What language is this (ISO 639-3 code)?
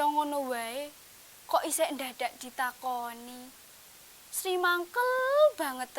jav